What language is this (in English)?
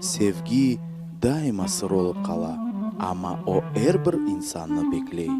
Crimean Tatar